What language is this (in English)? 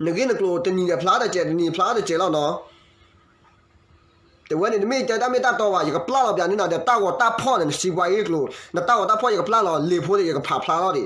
S'gaw Karen